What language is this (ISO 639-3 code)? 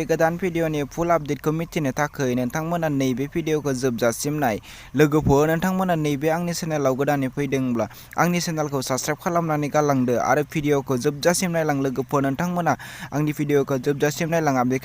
brx